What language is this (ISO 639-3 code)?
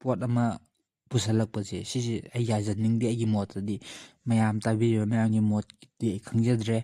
mni